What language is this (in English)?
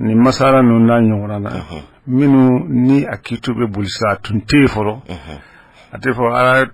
Bambara